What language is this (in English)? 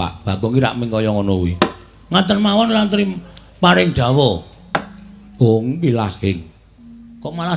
Javanese